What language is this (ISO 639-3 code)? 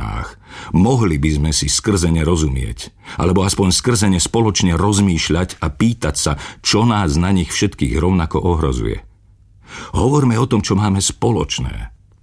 slk